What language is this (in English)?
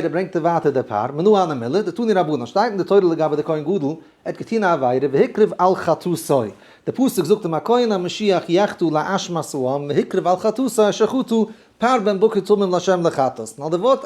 Yiddish